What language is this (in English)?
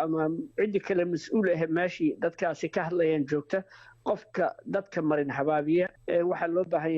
Somali